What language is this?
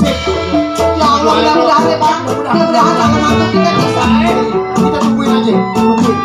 Betawi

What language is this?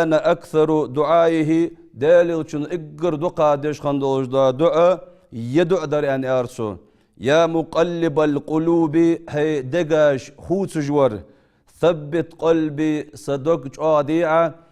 Ingush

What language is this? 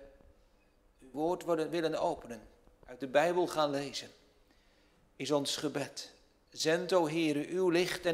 Dutch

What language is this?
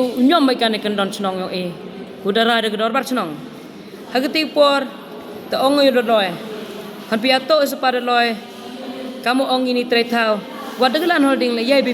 Khasi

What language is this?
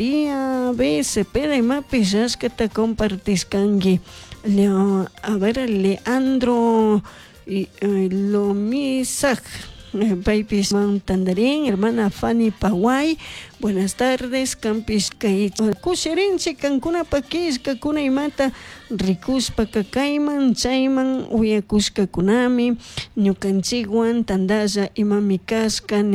Chimborazo Highland Quichua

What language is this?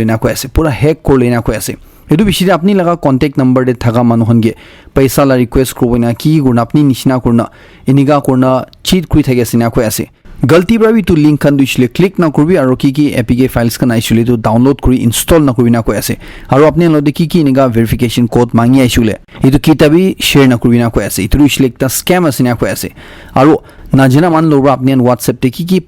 Naga Pidgin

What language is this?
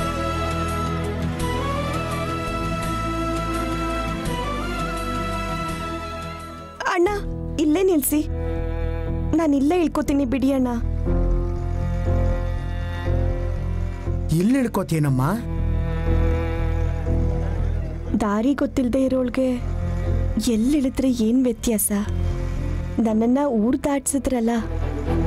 Kannada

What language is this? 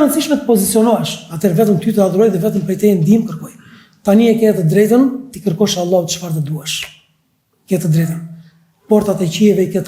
Albanian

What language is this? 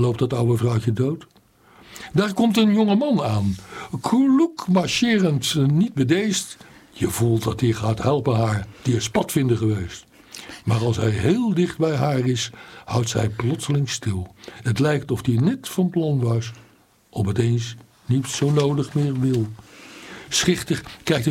Dutch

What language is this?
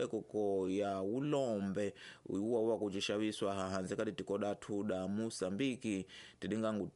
Tsonga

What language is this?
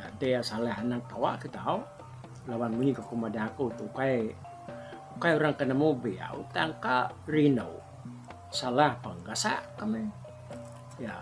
Iban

